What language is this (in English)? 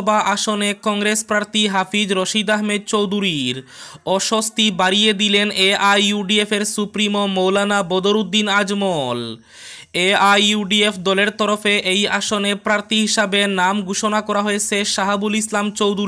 Bangla